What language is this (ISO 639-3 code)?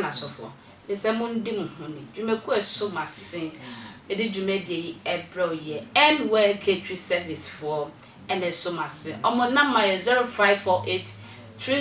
aka